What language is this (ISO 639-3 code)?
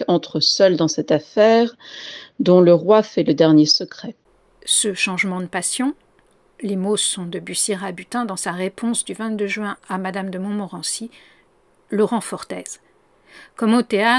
fra